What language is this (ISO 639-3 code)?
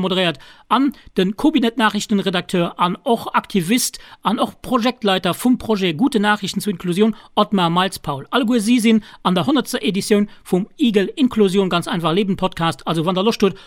ltz